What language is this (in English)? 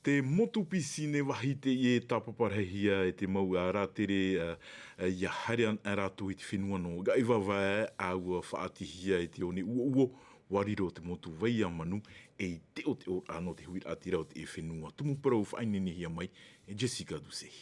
Tahitian